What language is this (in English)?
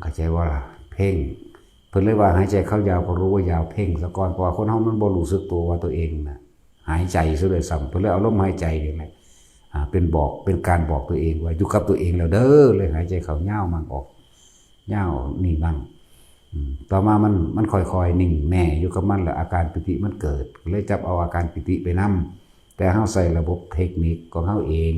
Northeastern Thai